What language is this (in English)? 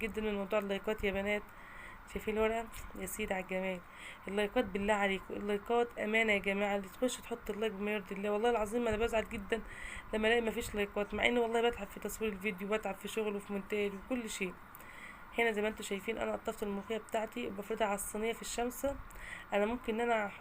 Egyptian Arabic